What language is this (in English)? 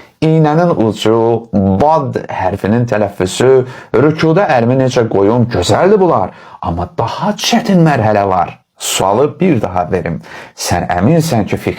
Azerbaijani